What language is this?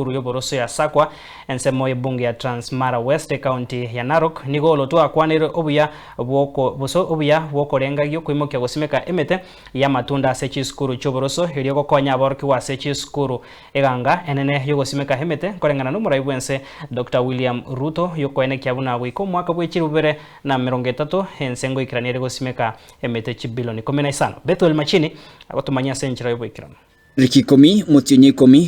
Gusii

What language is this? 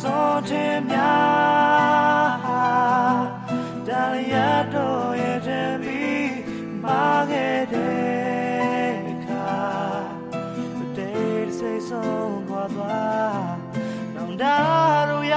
Burmese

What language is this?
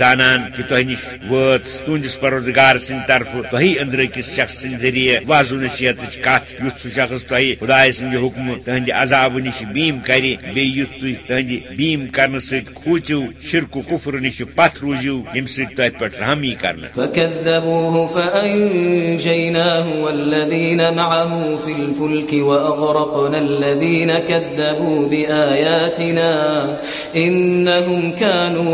Kashmiri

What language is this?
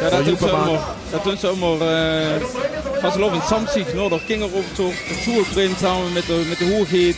Limburgish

